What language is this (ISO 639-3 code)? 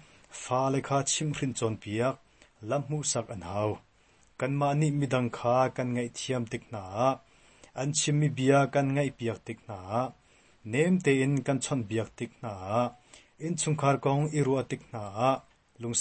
cnh